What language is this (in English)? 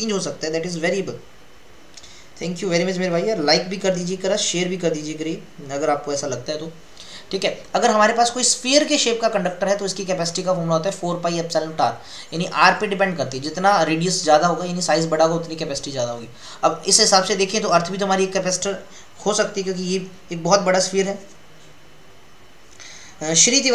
Hindi